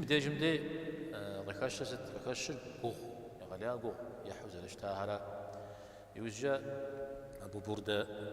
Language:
Kabardian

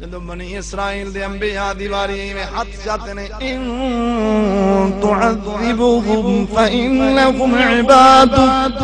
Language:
Saraiki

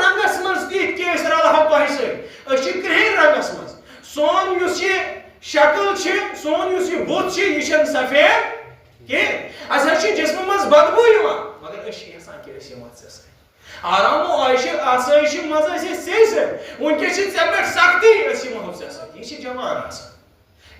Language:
Kashmiri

